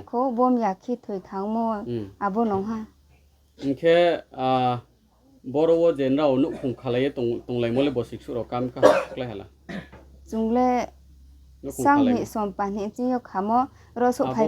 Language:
Riang (India)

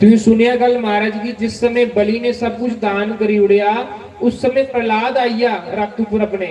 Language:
Dogri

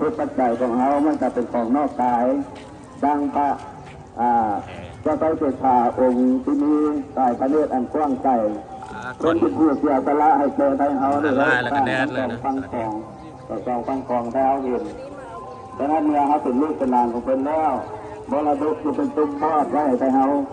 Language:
Lao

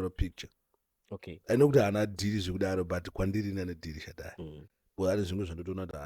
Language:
Shona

